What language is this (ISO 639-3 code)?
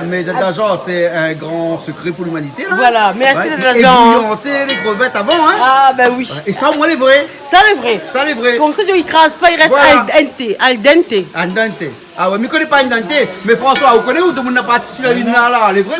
rcf